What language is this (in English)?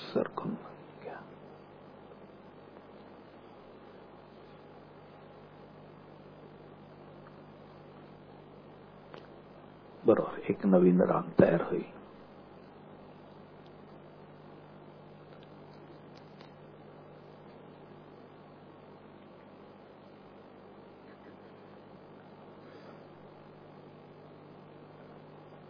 Marathi